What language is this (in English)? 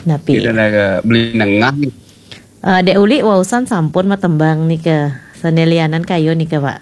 Balinese